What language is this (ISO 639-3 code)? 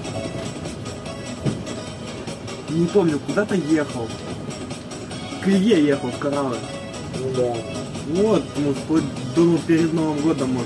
rus